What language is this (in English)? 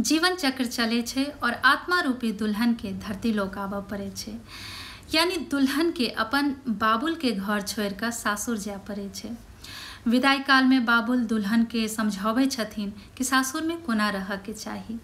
Maithili